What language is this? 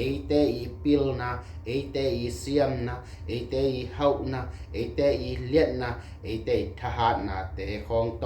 Tedim Chin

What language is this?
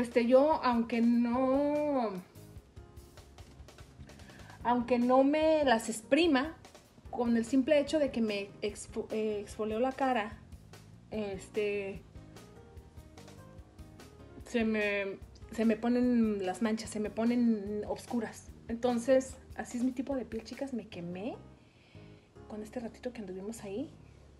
Spanish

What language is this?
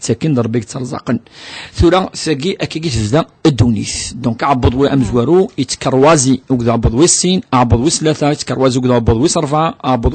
Kabyle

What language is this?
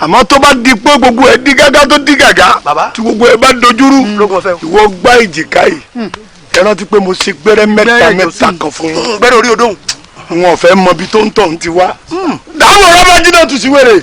Yoruba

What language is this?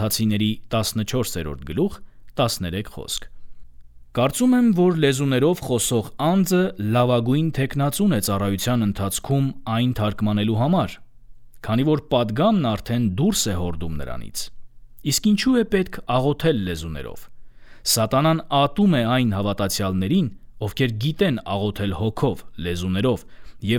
Armenian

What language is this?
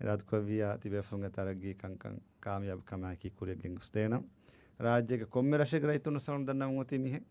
Divehi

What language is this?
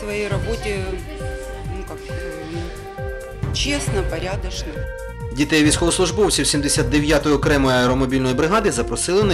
Ukrainian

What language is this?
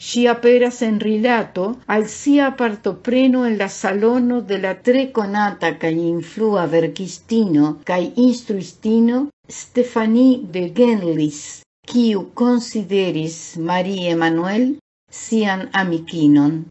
Esperanto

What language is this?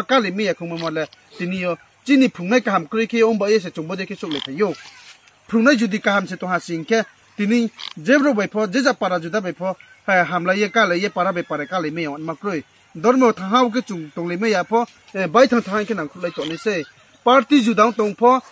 Riang (India)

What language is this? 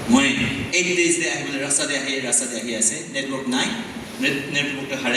Naga Pidgin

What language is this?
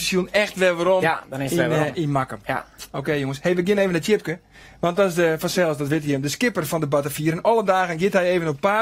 Western Frisian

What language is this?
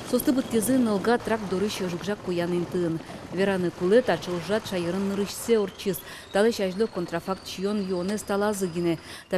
Udmurt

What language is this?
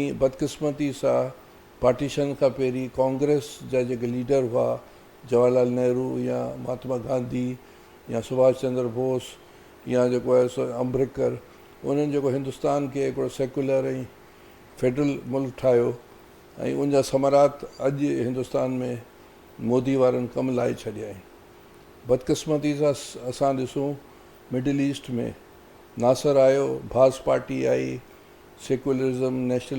Sindhi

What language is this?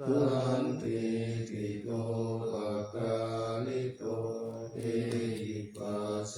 Pali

